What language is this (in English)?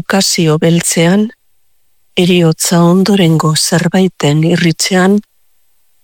Basque